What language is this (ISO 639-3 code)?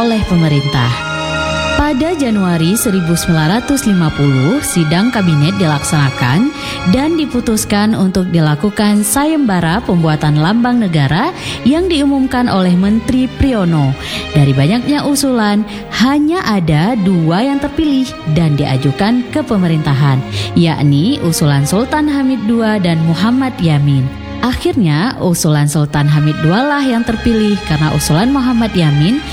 ind